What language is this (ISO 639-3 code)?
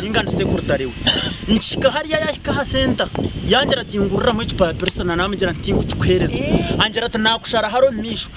nyn